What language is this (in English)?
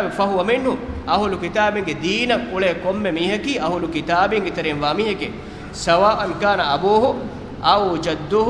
Divehi